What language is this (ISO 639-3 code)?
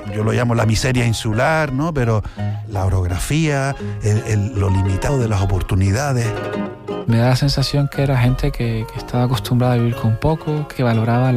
spa